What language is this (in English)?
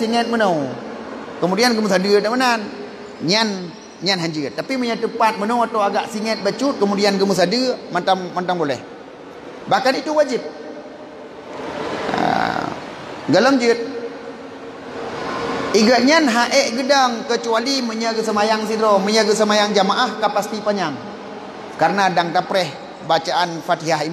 Achinese